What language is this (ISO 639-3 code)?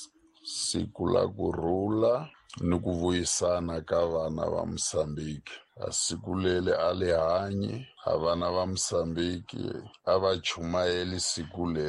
tso